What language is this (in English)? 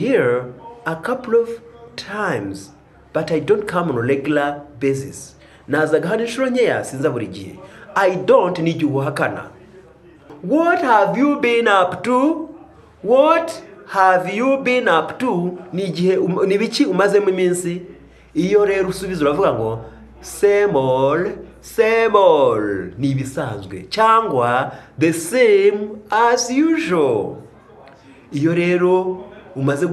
Kinyarwanda